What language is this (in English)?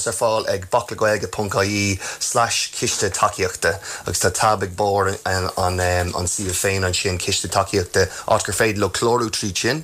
Irish